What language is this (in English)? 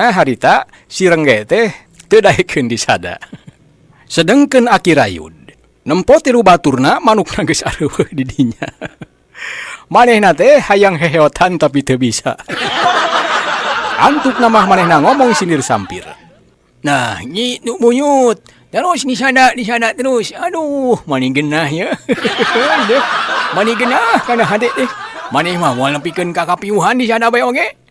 Sundanese